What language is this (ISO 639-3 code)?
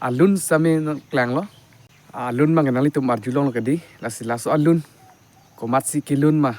mjw